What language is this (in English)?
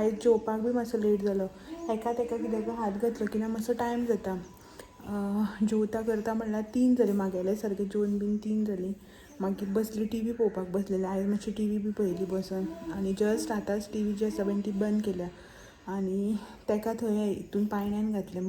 Konkani